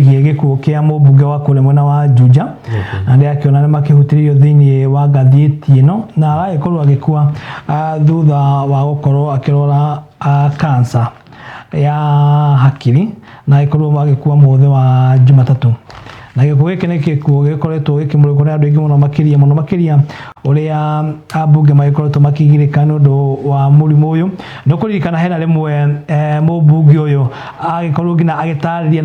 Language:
Kikuyu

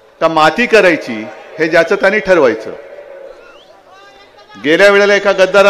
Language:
Marathi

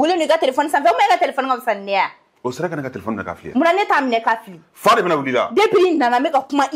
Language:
Bambara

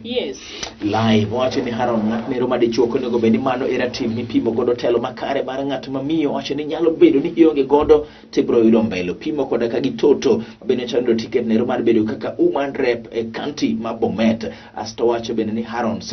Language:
Luo (Kenya and Tanzania)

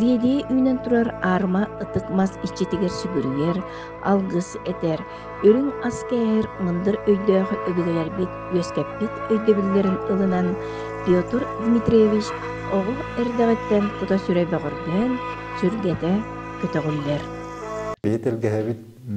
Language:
Yakut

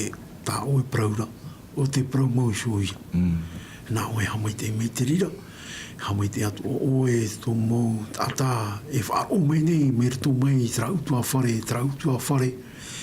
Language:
Tahitian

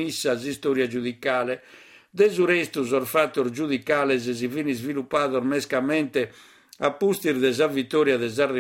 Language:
Sardinian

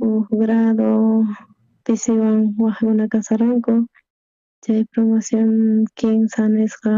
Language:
South Bolivian Quechua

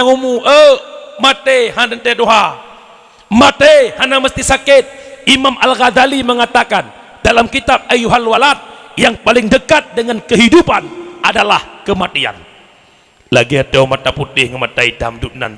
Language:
Achinese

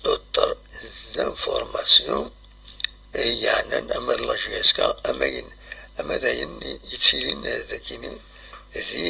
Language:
Kabyle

